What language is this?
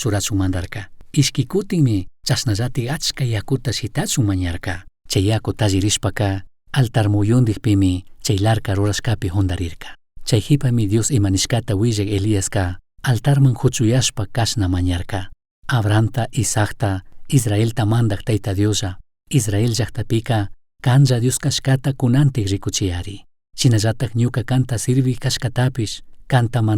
Chimborazo Highland Quichua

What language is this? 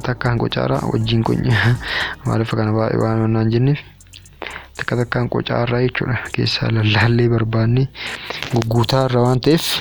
Oromo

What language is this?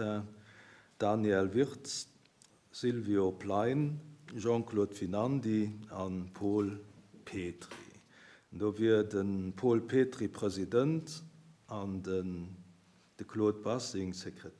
Luxembourgish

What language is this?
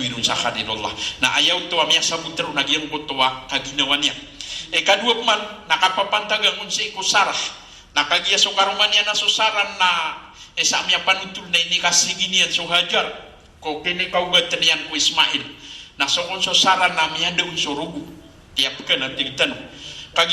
Maranao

